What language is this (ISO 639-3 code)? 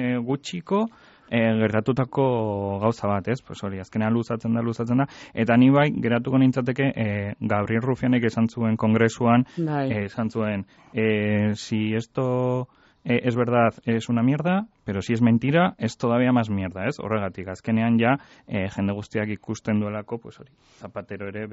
eus